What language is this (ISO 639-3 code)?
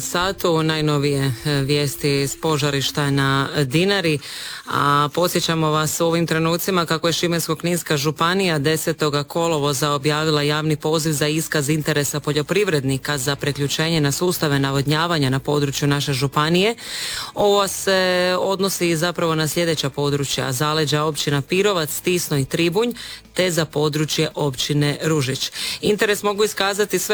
hrv